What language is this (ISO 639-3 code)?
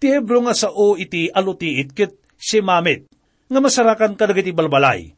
ilo